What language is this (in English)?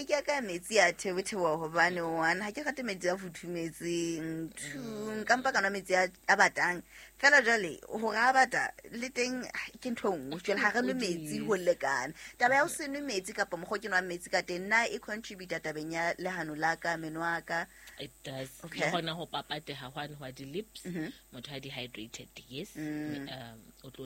Southern Sotho